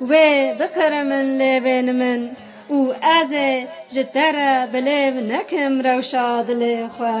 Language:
Kurdish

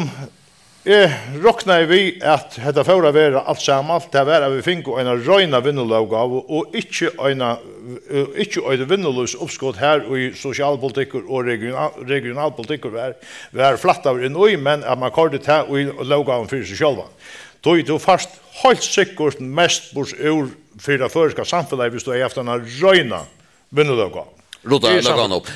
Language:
Faroese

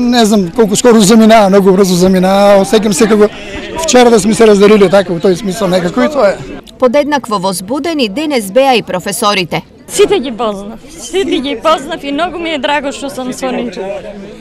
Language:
Macedonian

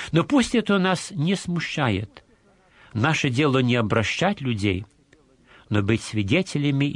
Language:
Russian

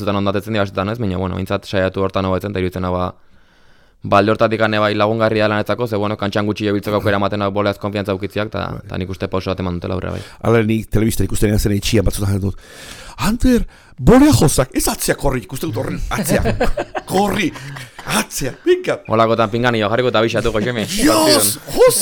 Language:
Basque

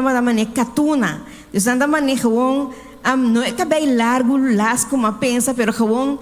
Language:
Papiamento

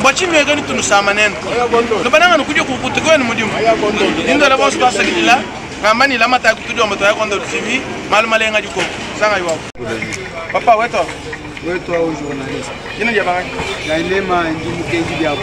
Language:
Luba-Lulua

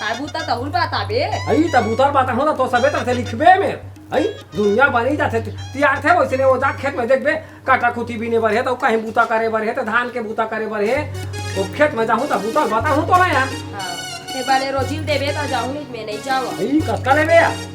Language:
Chhattisgarhi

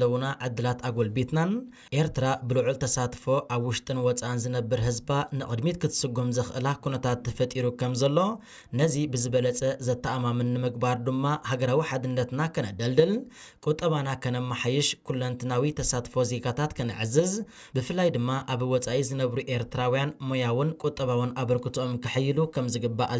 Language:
Tigrinya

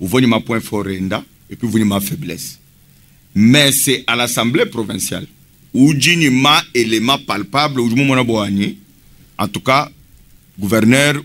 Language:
Luba-Lulua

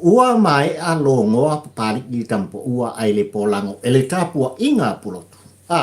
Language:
Samoan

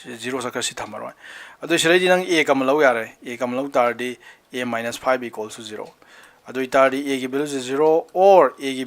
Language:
Manipuri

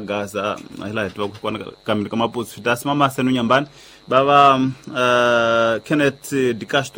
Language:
Tsonga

